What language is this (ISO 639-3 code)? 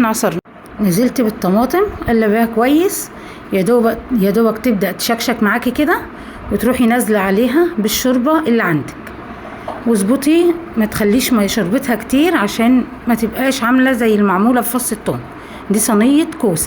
arz